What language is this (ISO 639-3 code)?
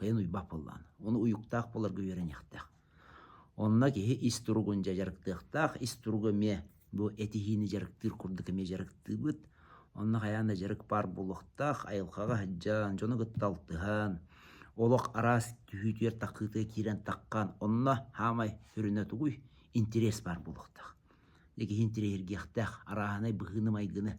sah